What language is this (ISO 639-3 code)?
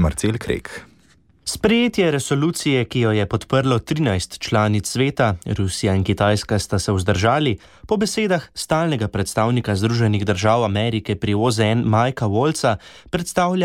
slv